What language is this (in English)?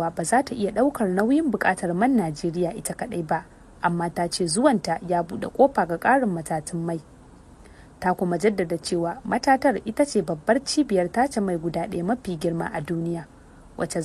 Hausa